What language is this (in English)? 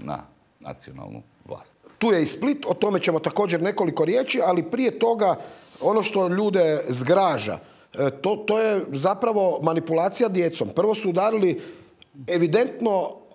Croatian